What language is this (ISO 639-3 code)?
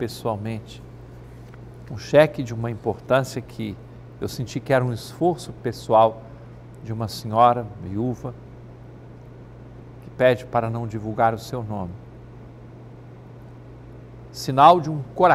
por